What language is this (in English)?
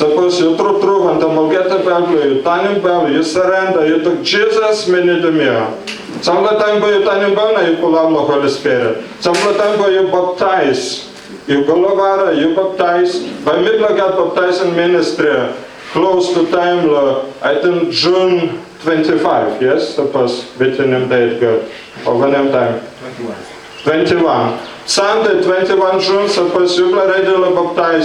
Tok Pisin